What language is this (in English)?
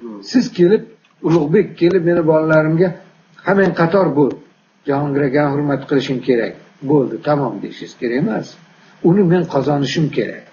Uzbek